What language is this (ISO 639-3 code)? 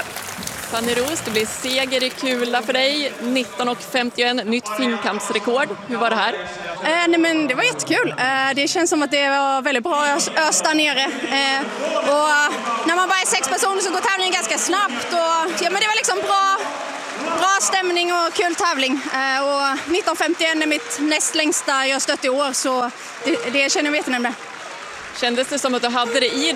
swe